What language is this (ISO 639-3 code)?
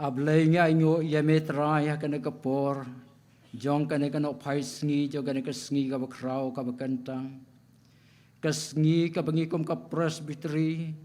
kha